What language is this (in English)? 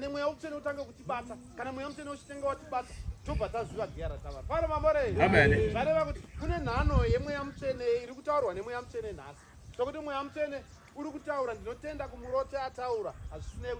Shona